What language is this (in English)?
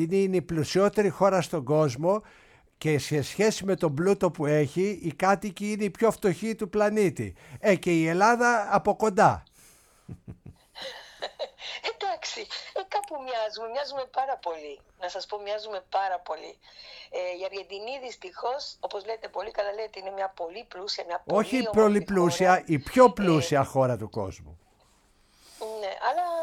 Greek